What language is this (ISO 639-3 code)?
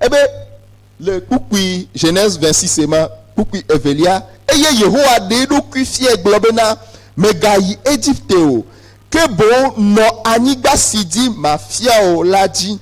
ewe